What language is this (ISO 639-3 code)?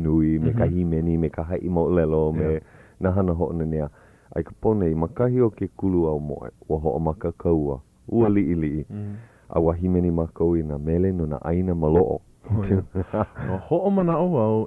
haw